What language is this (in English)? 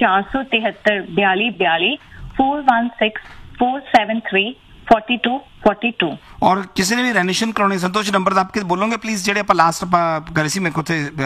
Punjabi